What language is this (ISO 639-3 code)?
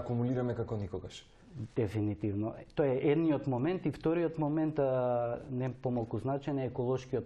mkd